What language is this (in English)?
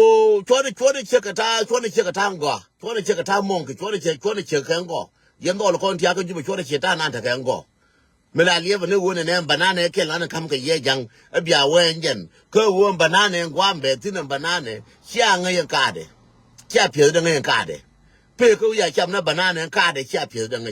Nuer